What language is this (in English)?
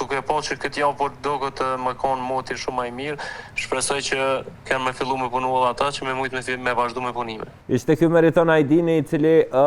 Albanian